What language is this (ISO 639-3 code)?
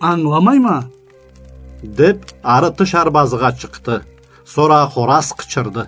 krc